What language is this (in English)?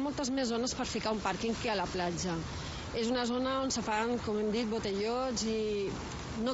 Catalan